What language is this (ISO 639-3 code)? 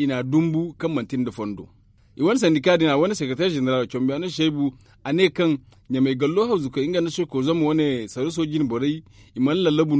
dje